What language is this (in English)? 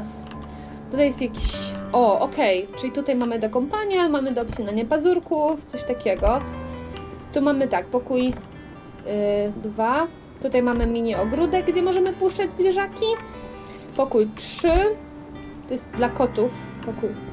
Polish